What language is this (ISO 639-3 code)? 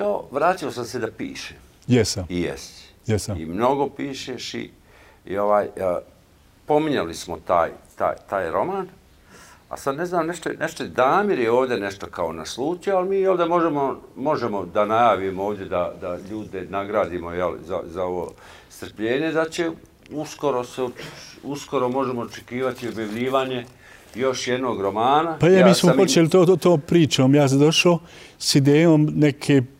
bos